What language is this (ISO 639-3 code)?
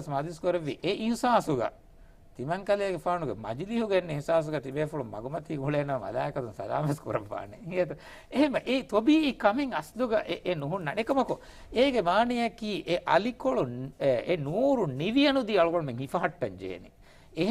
div